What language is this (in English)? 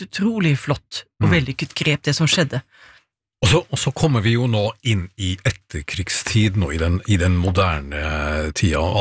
Norwegian